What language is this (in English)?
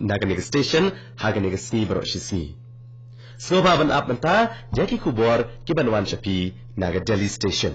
Khasi